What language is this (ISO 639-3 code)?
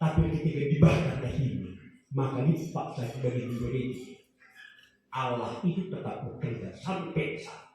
btx